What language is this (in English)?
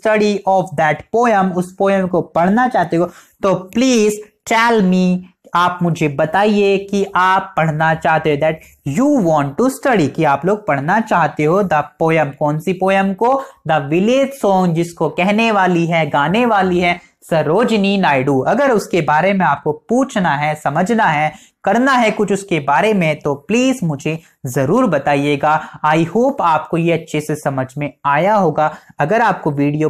Hindi